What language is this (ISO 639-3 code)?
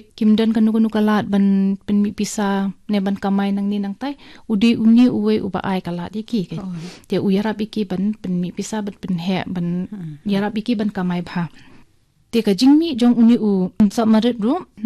kha